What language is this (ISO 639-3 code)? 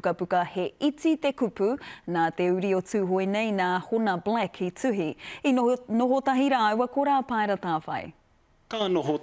mri